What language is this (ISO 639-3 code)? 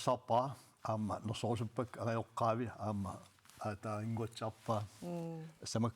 kal